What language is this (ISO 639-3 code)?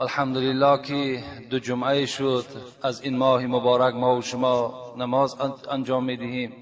tgk